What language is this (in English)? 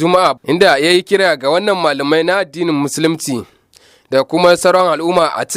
Hausa